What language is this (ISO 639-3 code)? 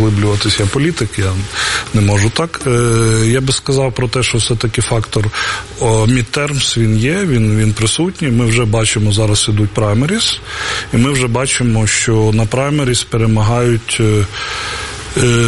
ukr